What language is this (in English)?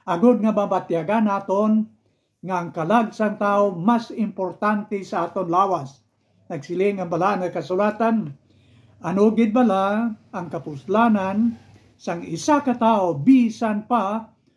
Hiligaynon